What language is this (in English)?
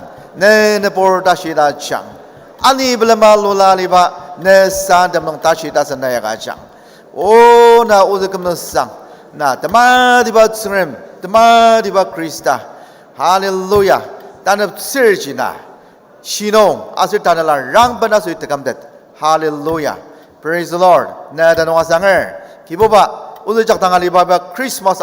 Ao Naga